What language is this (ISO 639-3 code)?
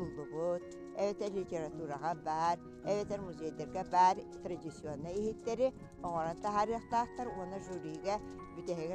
sah